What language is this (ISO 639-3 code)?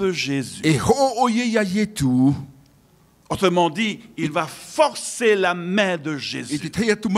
tah